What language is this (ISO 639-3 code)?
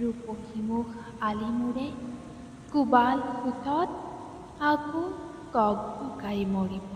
asm